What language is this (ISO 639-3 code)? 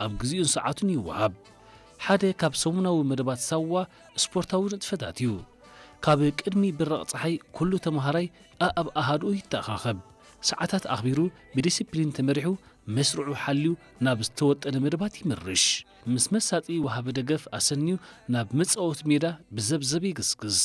tir